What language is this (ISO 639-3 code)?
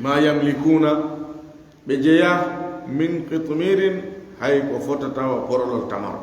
ful